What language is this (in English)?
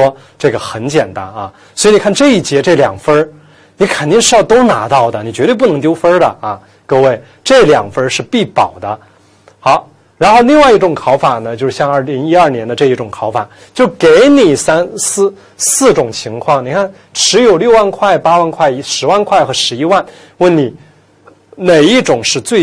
Chinese